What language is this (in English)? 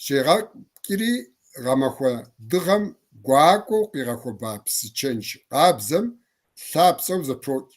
Kabardian